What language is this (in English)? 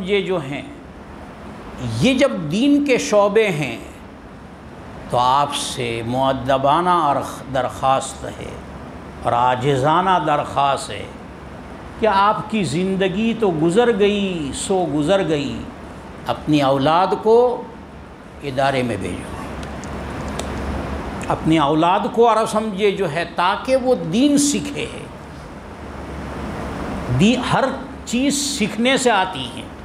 Urdu